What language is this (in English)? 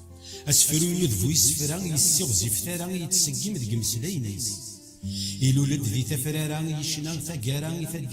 Kabyle